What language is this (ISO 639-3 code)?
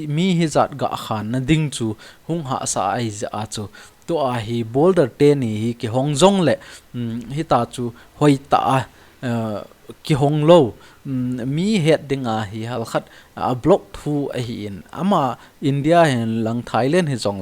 tcz